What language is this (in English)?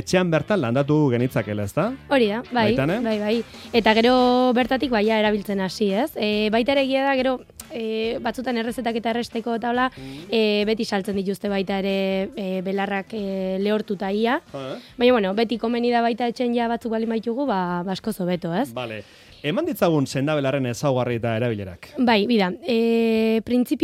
Basque